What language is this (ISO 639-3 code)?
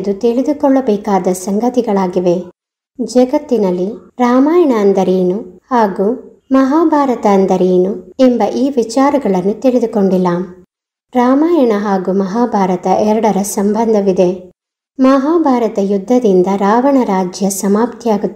kan